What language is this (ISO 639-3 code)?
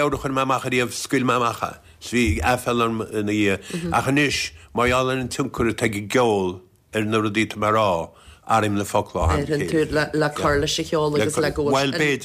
gle